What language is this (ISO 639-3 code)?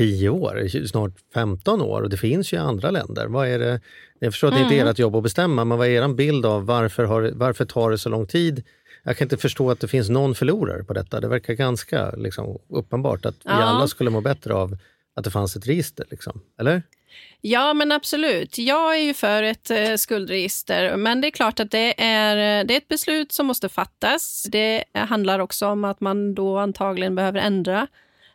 swe